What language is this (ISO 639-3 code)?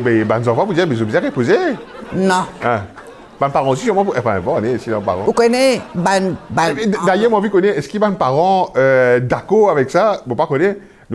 mfe